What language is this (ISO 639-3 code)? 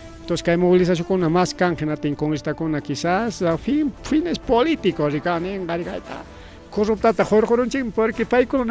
quy